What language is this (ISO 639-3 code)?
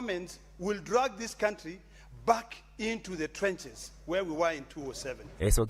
mer